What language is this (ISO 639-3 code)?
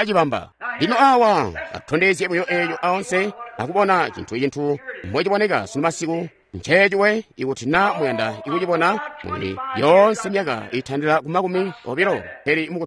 toi